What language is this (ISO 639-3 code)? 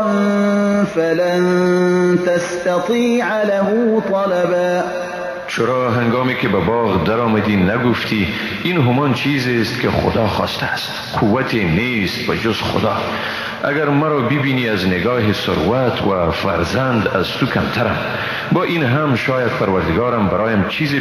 fas